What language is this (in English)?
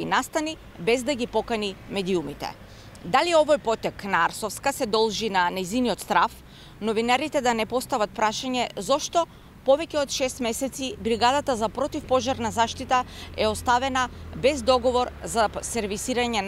Macedonian